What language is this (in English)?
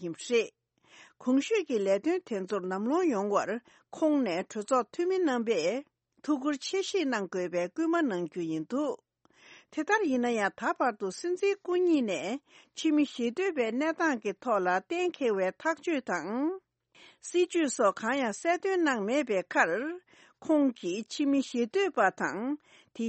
Tibetan